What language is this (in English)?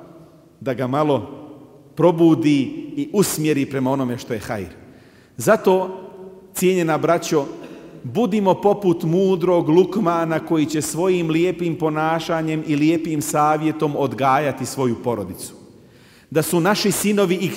Bosnian